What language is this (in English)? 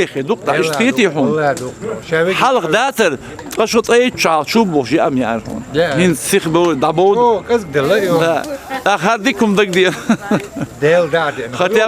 Chechen